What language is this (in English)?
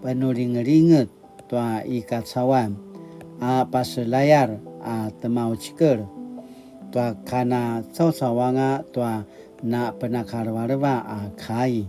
Paiwan